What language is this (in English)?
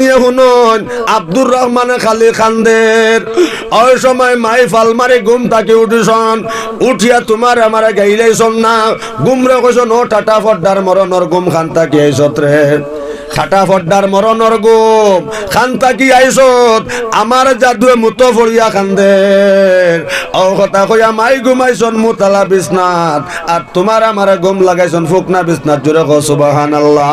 Sylheti